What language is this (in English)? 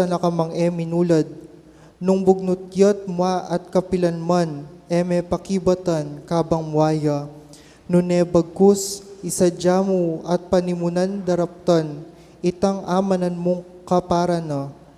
Pampanga